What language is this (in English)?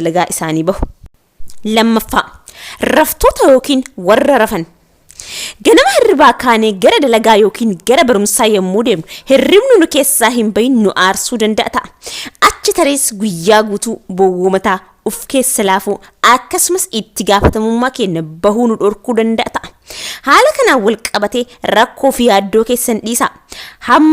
Oromo